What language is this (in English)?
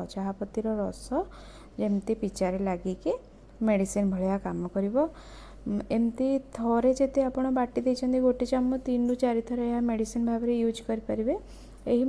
Odia